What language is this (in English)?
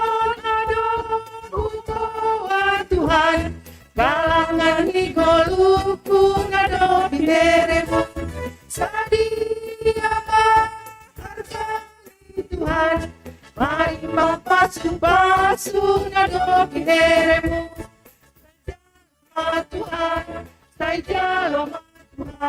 Batak Simalungun